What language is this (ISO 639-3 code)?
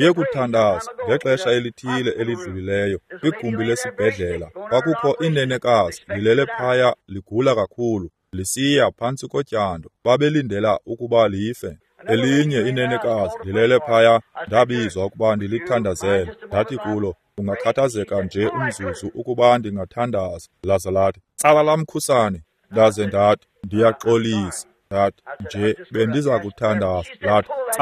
xho